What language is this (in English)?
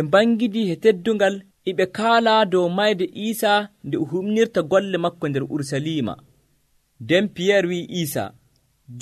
Nigerian Fulfulde